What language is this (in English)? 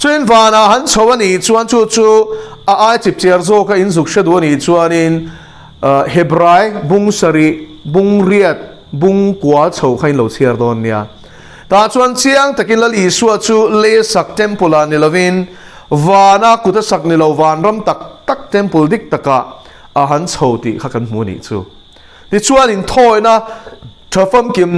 Mizo